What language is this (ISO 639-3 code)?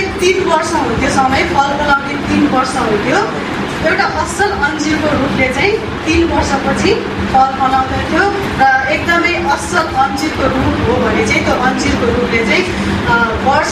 nep